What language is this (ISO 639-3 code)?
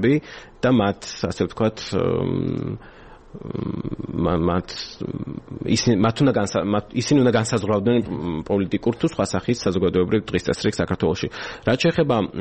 kat